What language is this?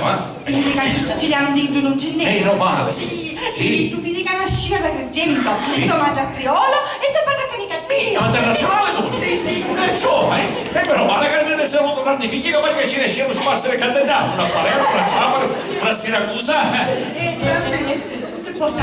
Sicilian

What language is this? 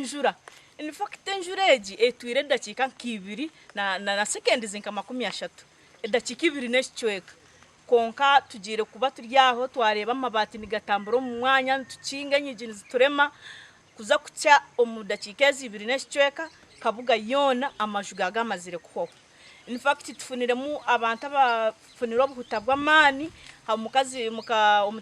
Nyankole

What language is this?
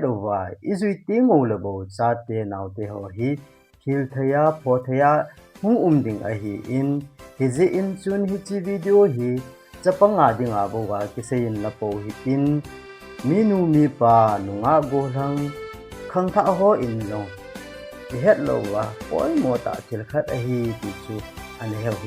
Thado Chin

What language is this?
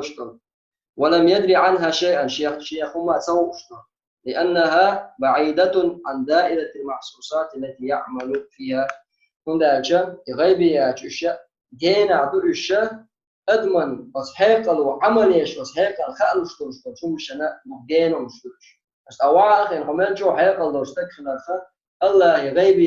Chechen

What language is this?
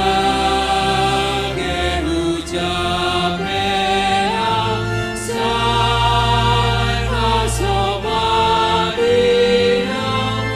Batak Simalungun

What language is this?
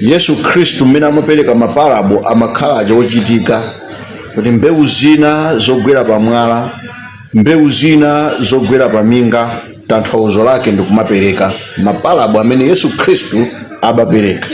Nyanja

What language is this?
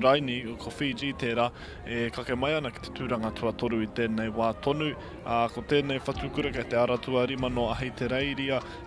Māori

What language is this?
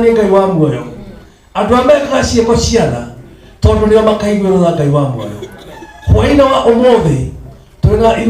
Kikuyu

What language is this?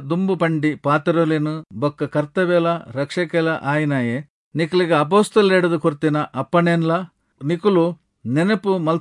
Tulu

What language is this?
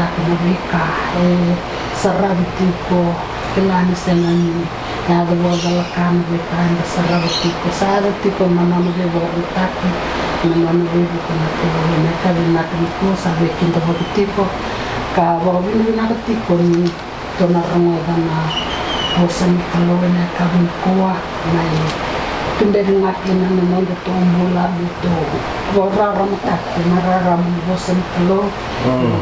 Fijian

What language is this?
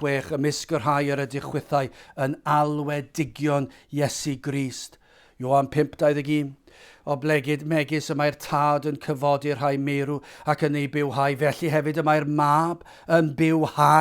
Welsh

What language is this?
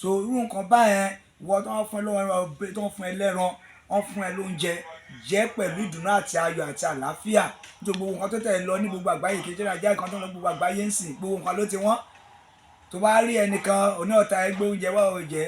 Yoruba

